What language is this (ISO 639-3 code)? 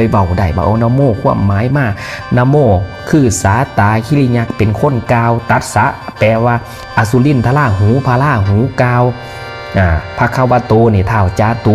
tts